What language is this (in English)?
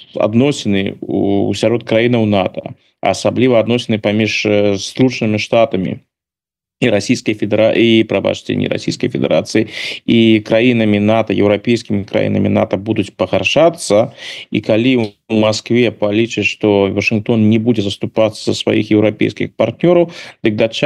Belarusian